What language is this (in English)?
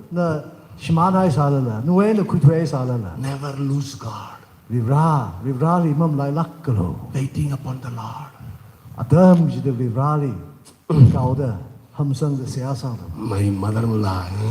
Tangkhul Naga (India)